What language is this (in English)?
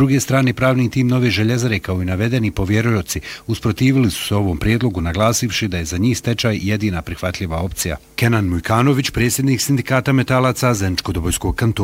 Bosnian